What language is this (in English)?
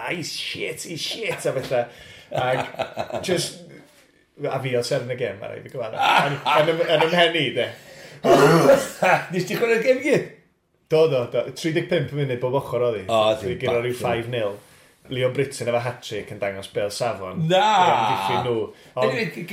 Welsh